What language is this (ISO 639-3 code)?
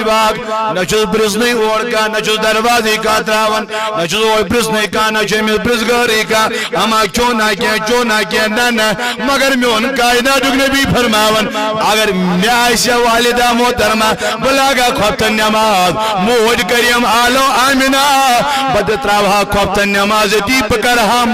kas